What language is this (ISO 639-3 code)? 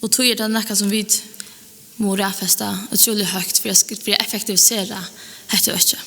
fao